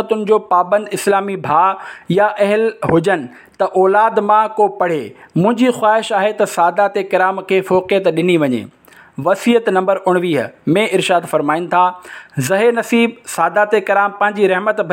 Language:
Sindhi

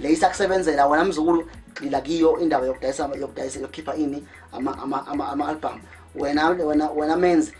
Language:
Zulu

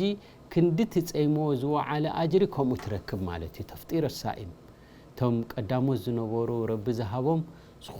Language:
Tigrinya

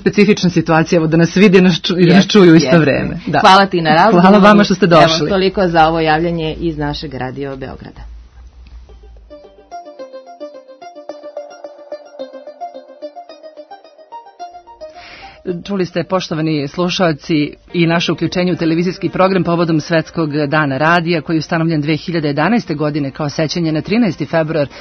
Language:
Serbian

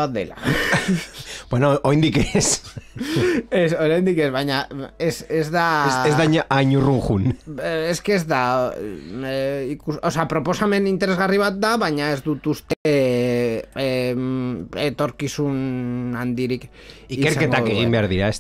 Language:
Basque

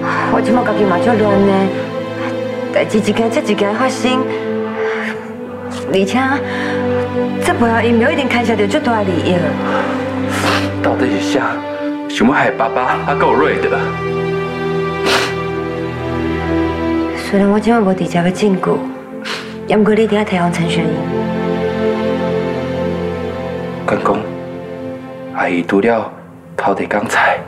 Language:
Min Nan Chinese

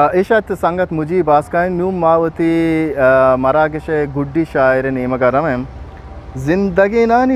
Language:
Eastern Balochi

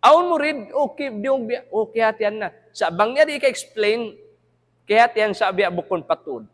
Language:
Tausug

